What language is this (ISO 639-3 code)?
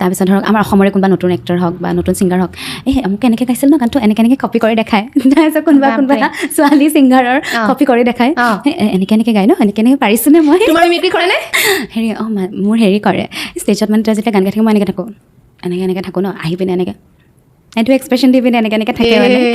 asm